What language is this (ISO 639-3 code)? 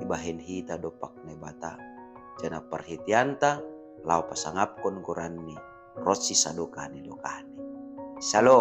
bts